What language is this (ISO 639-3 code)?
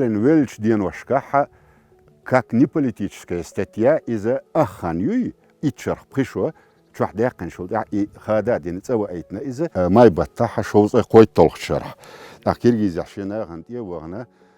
che